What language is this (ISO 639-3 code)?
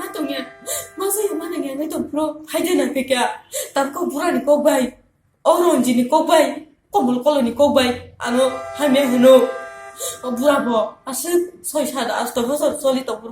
trp